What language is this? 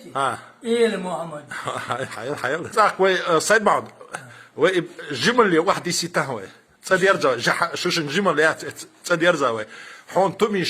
Chechen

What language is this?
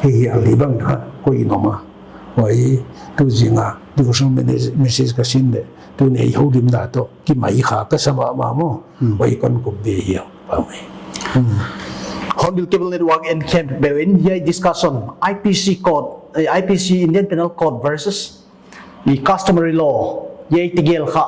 Paite Chin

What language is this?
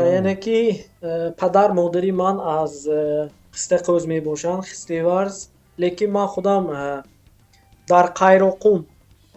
Tajik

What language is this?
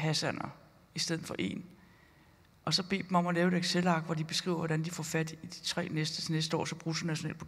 Danish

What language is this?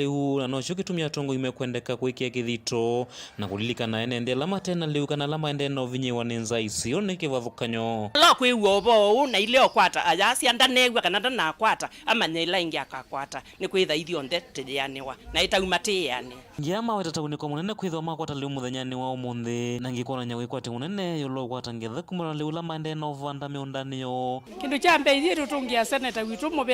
Kamba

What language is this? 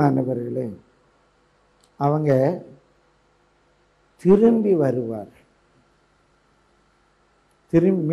Tamil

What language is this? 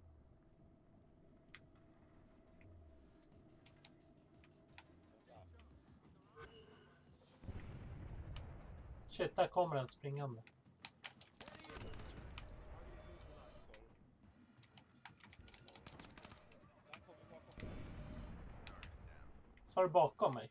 Swedish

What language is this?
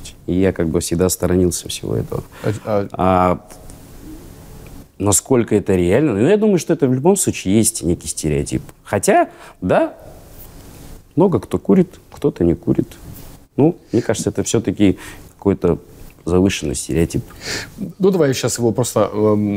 Russian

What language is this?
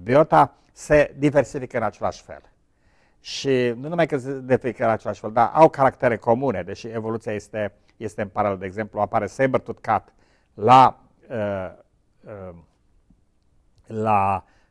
Romanian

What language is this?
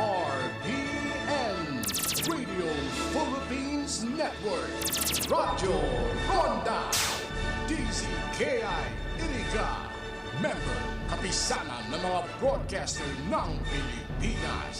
Bikol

